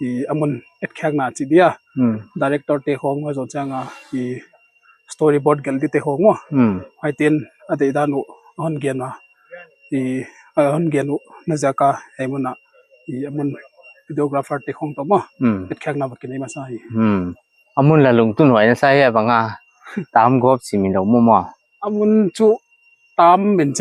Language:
Paite Chin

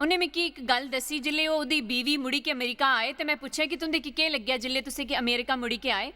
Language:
Dogri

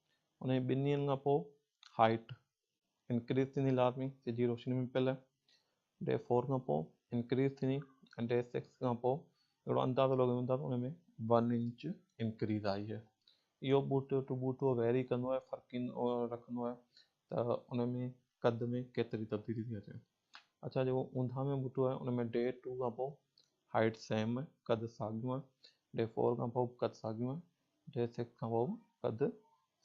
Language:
Sindhi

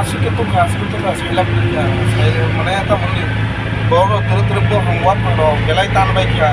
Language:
Kok Borok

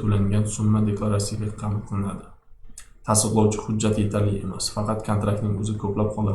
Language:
Uzbek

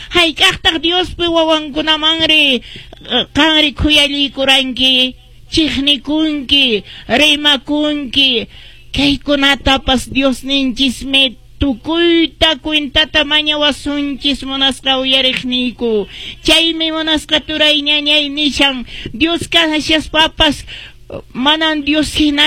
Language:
Quechua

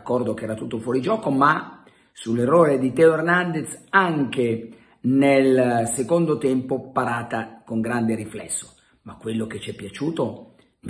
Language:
Italian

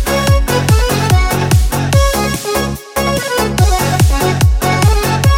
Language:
Kazakh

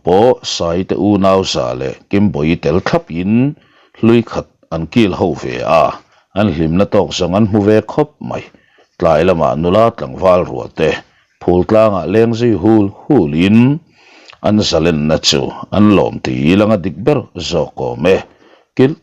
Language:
Mizo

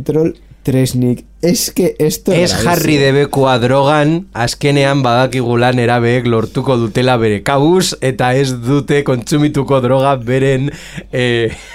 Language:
Basque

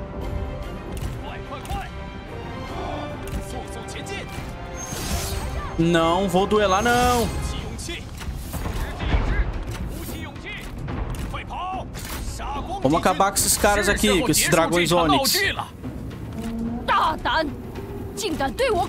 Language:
Portuguese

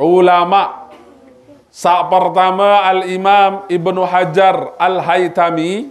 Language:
Sasak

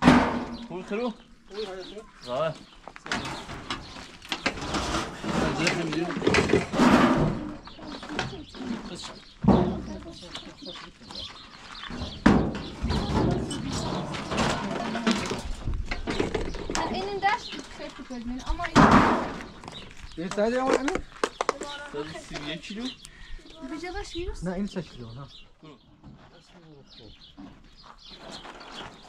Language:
Persian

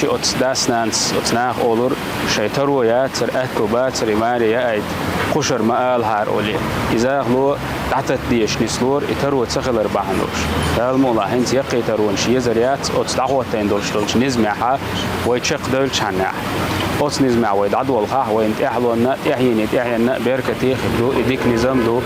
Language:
Chechen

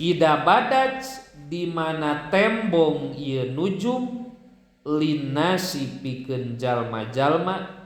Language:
Sundanese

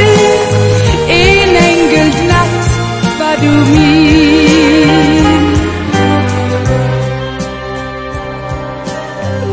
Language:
Danish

